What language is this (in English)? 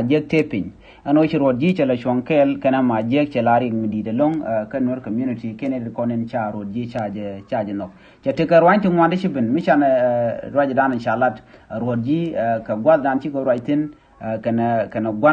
Nuer